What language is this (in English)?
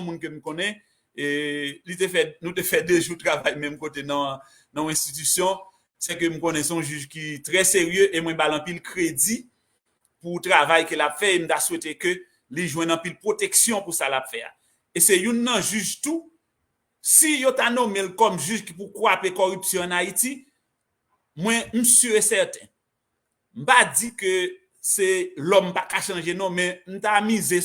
Haitian Creole